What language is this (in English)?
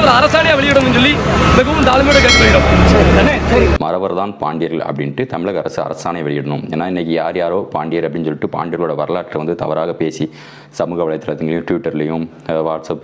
Tamil